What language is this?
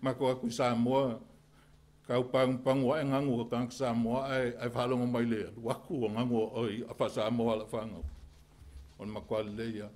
Samoan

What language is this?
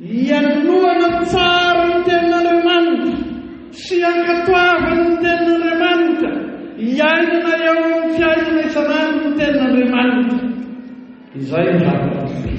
Malagasy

